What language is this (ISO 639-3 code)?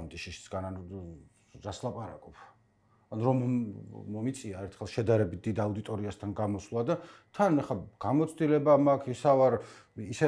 kat